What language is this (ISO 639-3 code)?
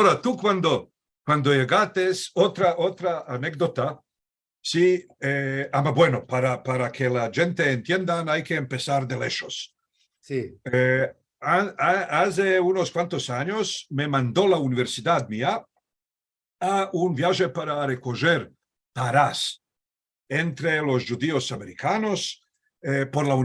lad